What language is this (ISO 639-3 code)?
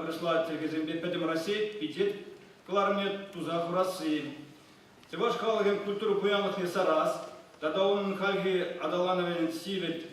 chv